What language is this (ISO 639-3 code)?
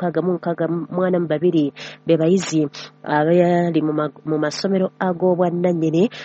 lug